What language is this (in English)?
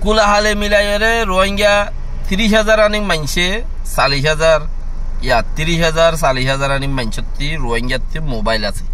Rohingya